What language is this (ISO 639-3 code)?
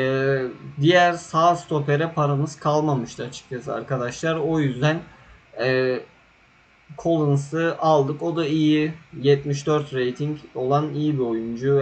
tur